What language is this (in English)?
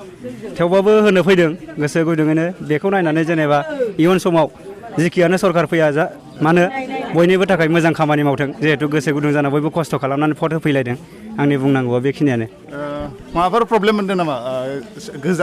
Bodo